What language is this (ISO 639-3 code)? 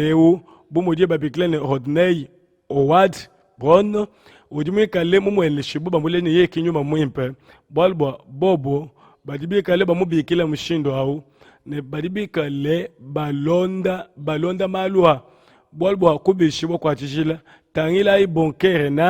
lua